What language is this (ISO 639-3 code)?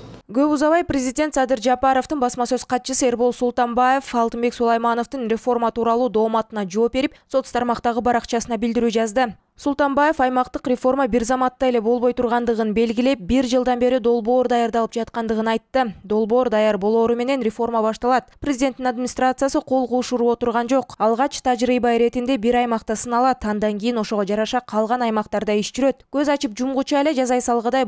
kir